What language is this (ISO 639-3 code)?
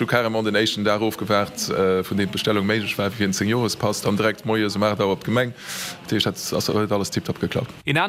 ltz